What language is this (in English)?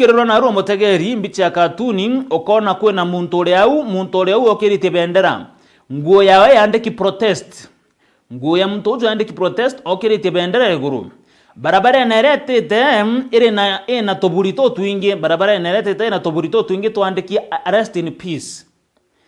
Meru